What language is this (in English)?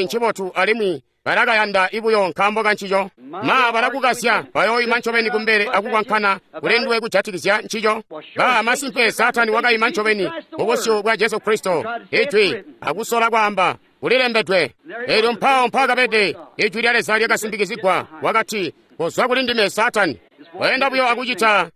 Tonga (Zambia)